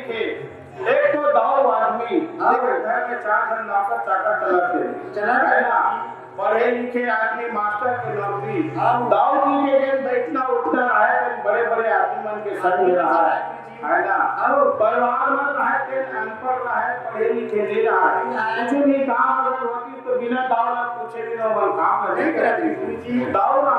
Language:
Chhattisgarhi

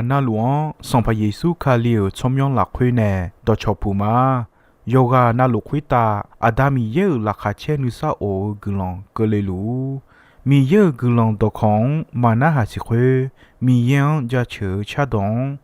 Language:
Akha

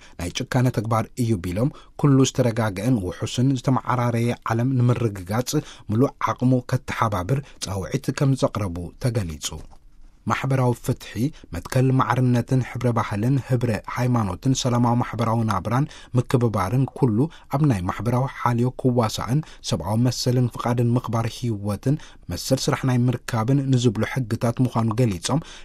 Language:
Tigrinya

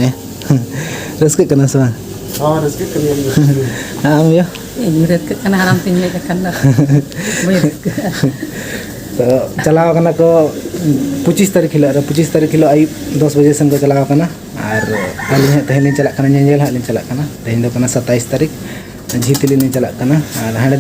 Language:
Santali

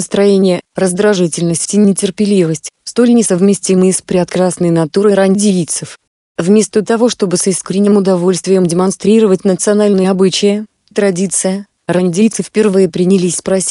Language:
Russian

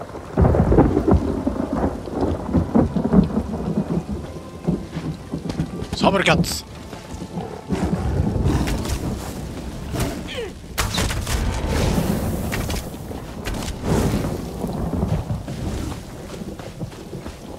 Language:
Japanese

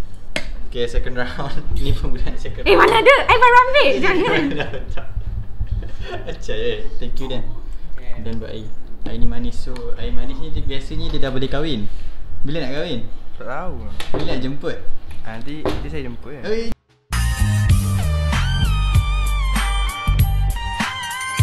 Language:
Malay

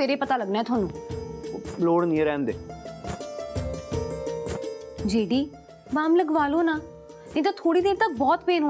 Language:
Punjabi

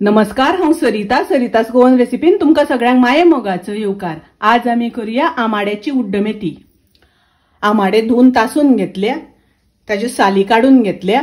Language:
Konkani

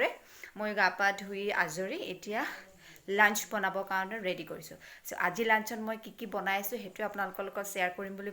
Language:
Assamese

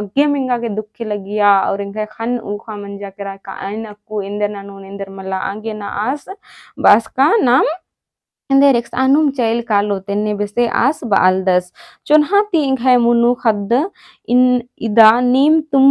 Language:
Kurukh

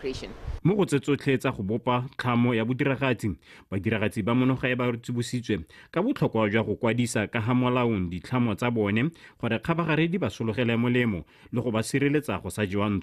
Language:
Tswana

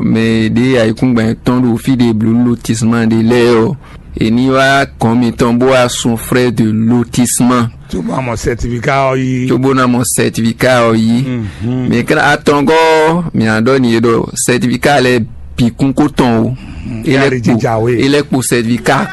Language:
Fon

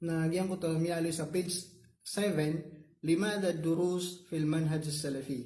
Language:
Maranao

